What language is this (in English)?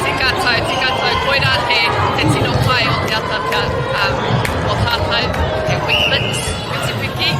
Māori